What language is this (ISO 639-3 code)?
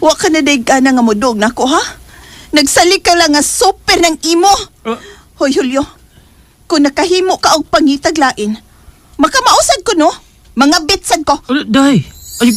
ceb